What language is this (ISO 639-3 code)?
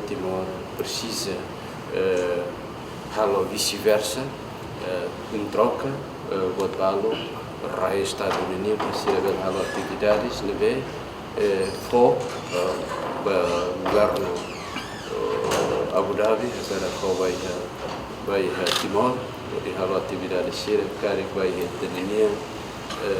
tet